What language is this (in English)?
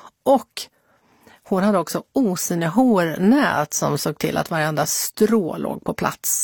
Swedish